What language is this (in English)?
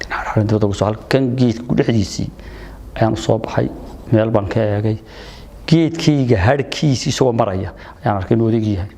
Somali